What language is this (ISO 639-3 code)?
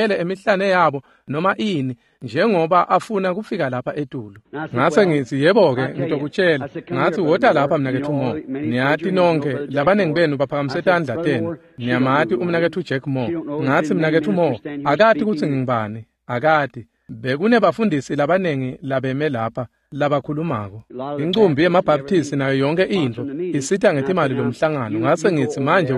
ssw